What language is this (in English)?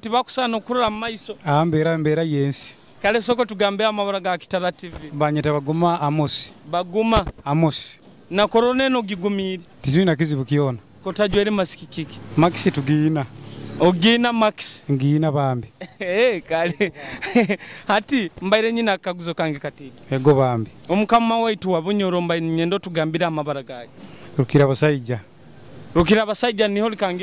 Nyoro